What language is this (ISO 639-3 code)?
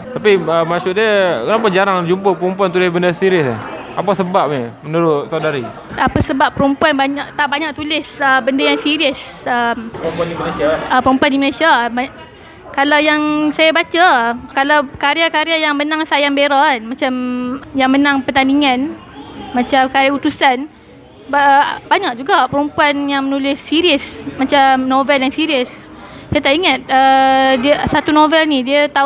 msa